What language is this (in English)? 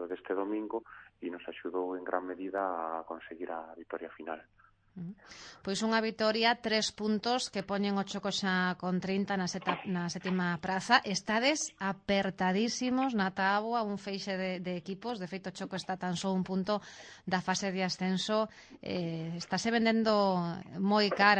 Galician